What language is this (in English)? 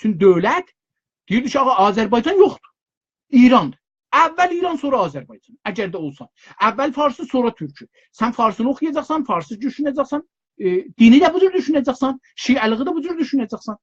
South Azerbaijani